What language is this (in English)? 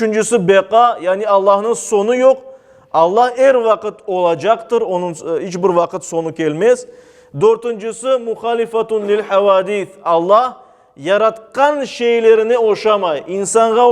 Crimean Tatar